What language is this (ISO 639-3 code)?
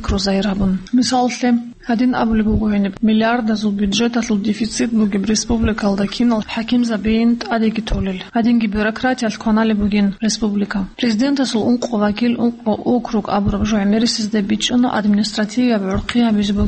ava